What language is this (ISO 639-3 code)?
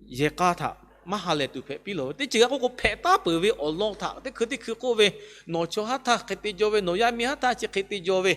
lhu